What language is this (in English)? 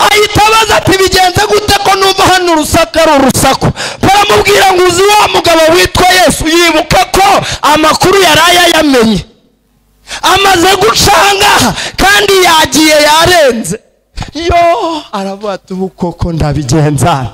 Kinyarwanda